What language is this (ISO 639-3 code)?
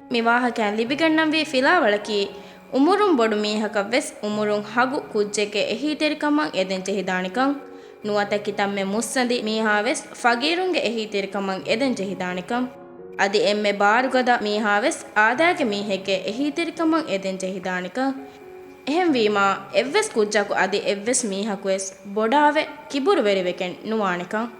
div